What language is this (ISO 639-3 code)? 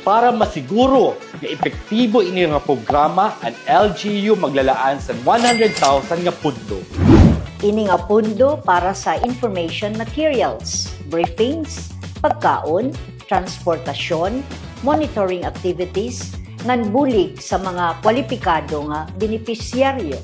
war